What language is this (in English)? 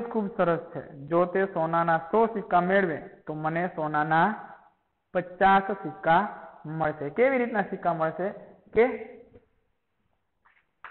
Gujarati